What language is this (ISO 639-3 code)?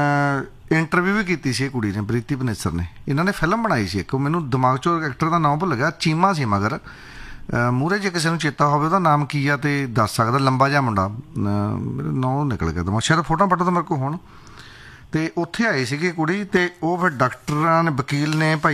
pan